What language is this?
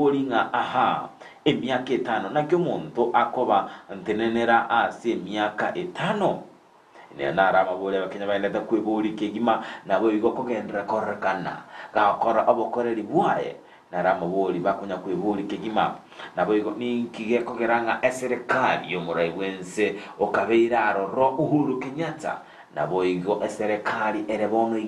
Gusii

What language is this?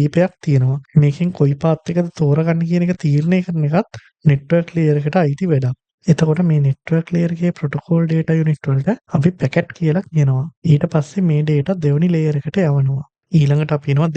Sinhala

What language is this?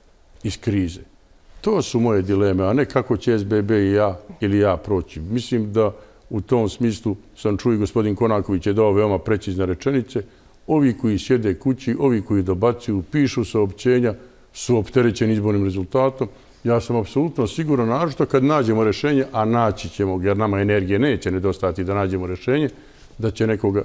Bosnian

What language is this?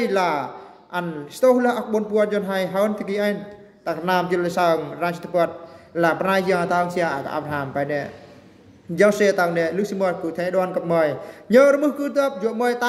Eastern Bru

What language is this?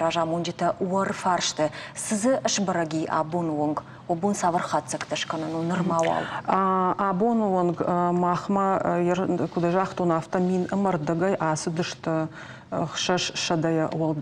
Ossetic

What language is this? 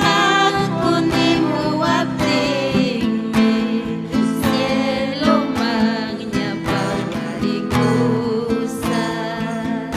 Ayacucho Quechua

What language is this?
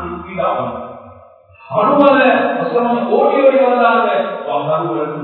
Tamil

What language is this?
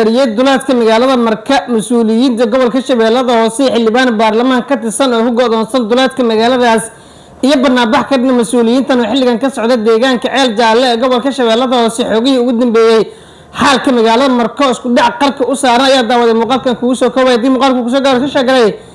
Somali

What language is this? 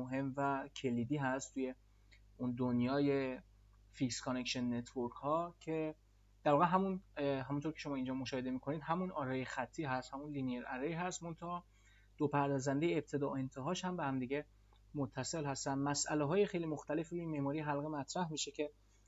Persian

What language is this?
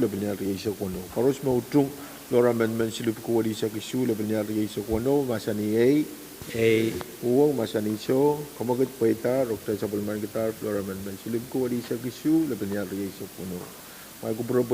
Pohnpeian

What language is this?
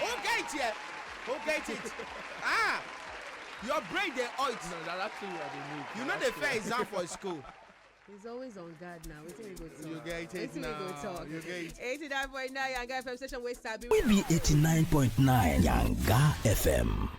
Nigerian Pidgin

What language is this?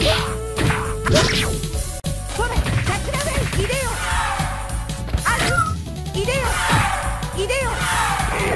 Japanese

